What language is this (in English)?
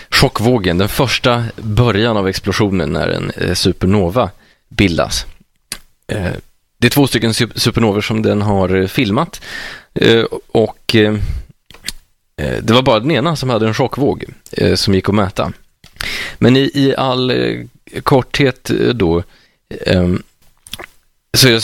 Swedish